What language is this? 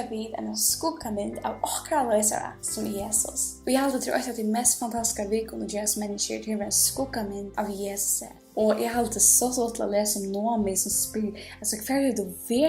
Faroese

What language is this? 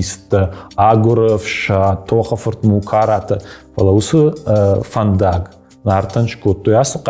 Ossetic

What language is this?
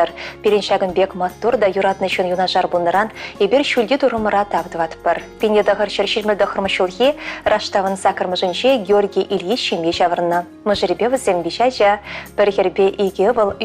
Chuvash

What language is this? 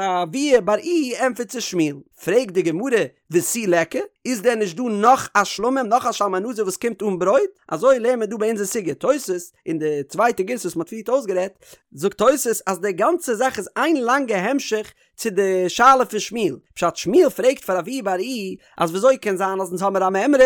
Yiddish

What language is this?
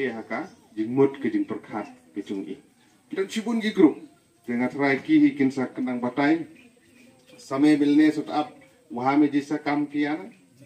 Khasi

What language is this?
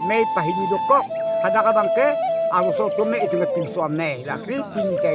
Karbi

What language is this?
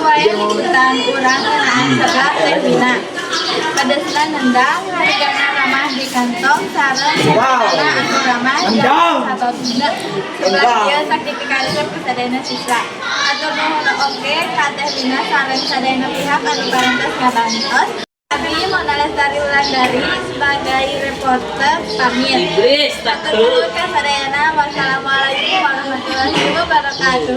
Sundanese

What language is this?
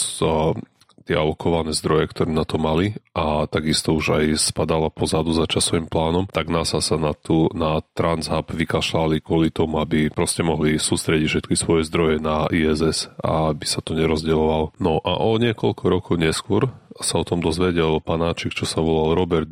Slovak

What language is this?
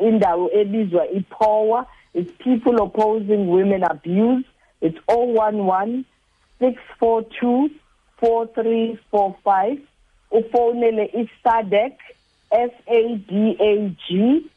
Xhosa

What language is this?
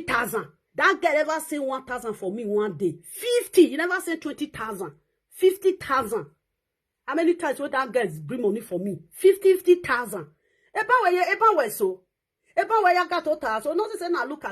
Nigerian Pidgin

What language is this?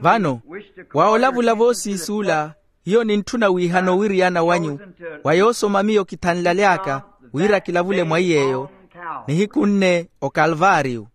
Makhuwa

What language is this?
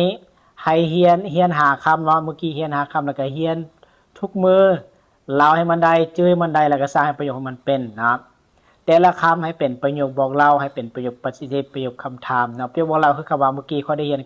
Lao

